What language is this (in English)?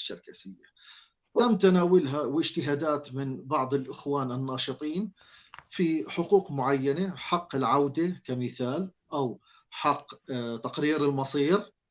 North Levantine Arabic